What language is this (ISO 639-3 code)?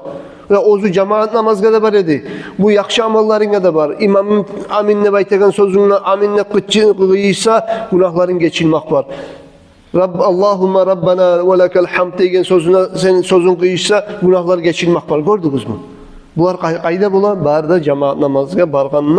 kum